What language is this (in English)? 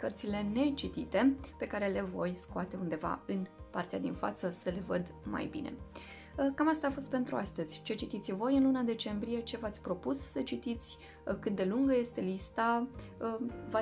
Romanian